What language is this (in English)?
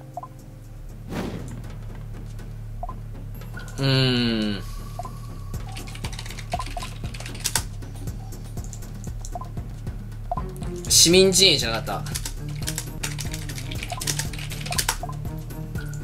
Japanese